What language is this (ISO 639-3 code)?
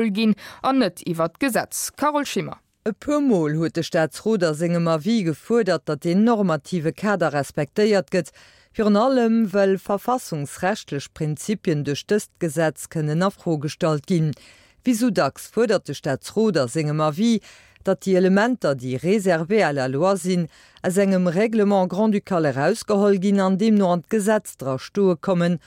ltz